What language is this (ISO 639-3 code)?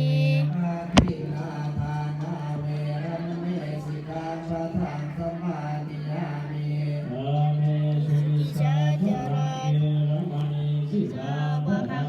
pli